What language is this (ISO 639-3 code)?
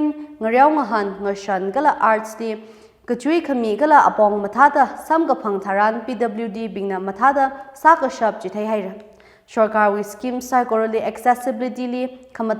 nmf